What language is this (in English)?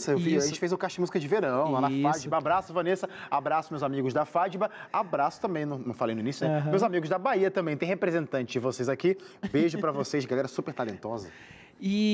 Portuguese